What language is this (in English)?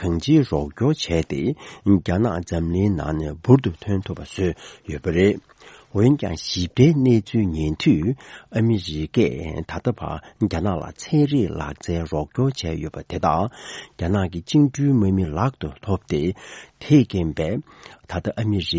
Tibetan